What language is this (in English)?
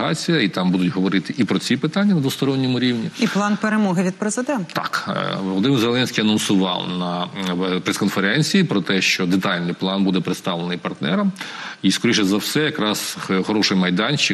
Ukrainian